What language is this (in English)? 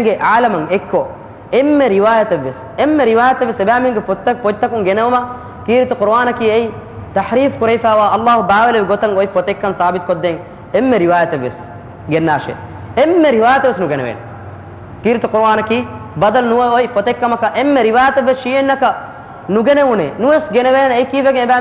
Divehi